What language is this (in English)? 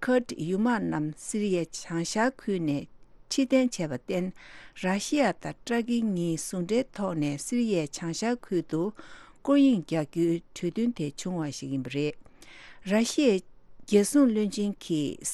Tibetan